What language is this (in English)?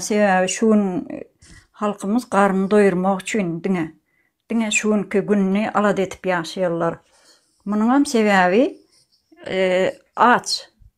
Turkmen